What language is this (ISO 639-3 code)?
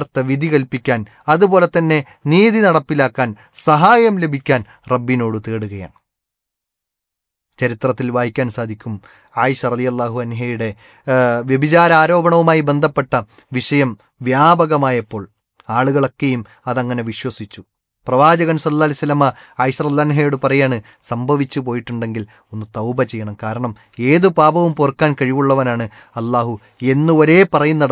mal